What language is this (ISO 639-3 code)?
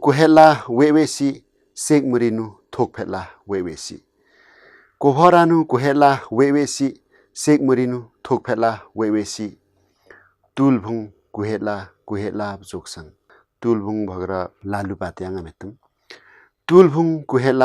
lif